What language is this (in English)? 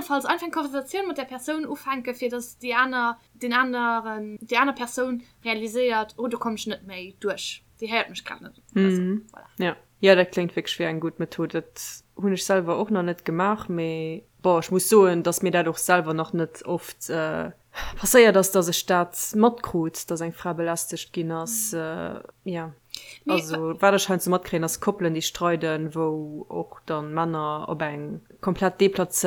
Luxembourgish